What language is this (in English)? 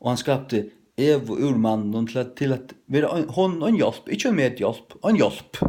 Faroese